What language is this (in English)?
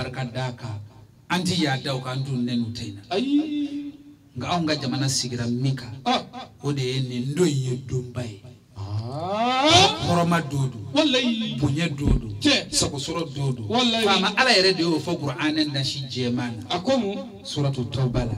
Bambara